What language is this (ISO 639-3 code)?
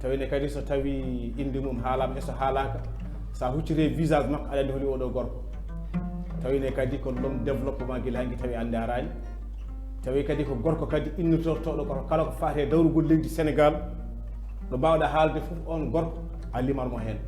ful